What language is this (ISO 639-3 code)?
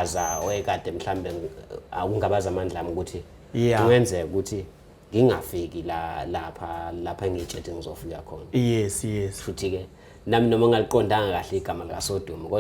zul